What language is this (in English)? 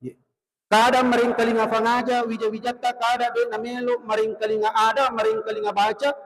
Buginese